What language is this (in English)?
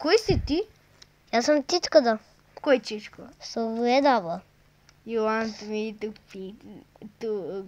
Macedonian